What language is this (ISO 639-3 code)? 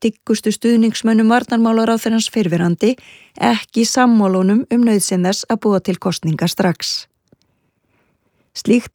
isl